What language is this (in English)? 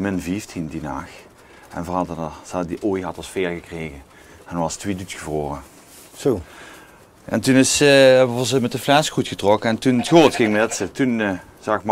Limburgish